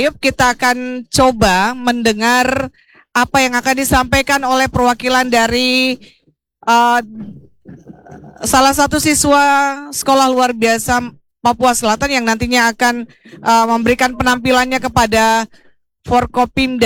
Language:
Indonesian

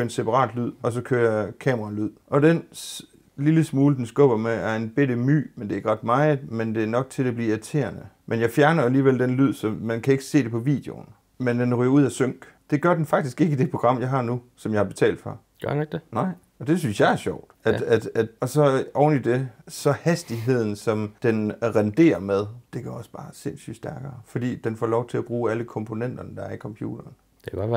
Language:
Danish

